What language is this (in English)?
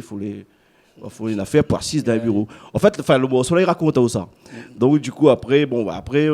Réunion Creole French